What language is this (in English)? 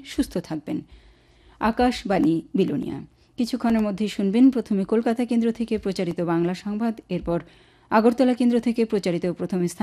Bangla